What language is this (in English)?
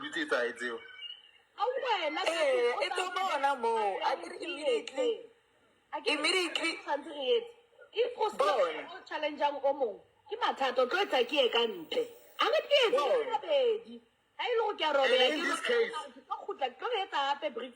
Southern Sotho